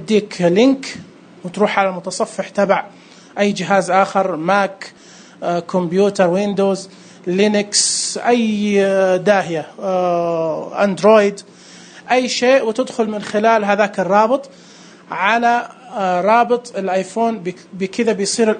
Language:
Najdi Arabic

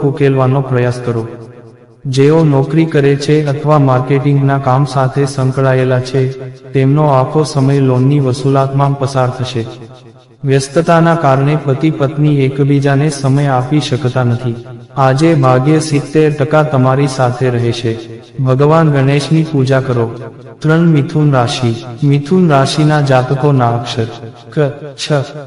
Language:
Gujarati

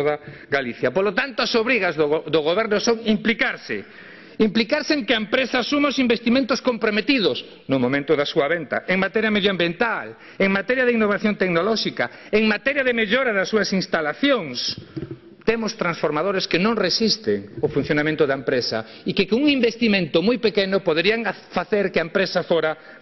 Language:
Galician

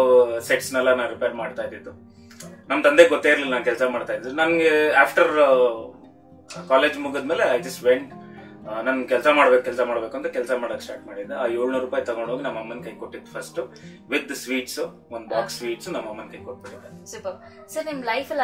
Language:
Kannada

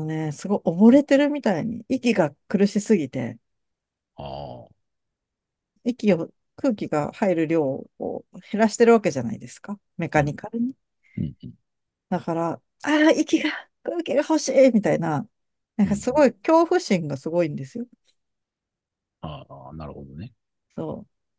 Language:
Japanese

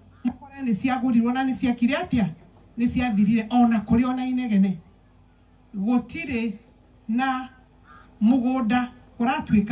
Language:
Kikuyu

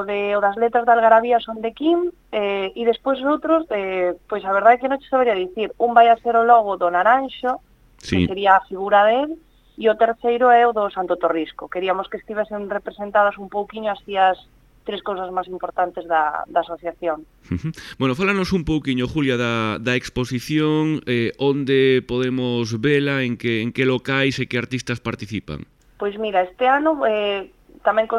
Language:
Galician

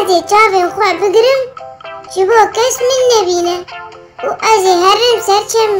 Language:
Kurdish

